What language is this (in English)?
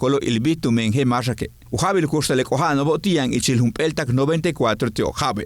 Yucateco